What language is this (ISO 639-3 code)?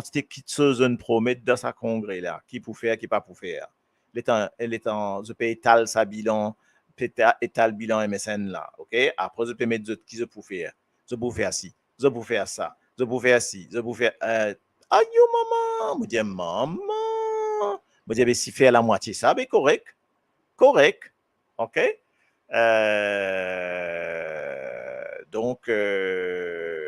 mfe